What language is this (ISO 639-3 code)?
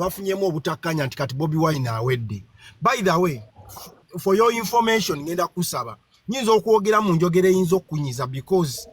lug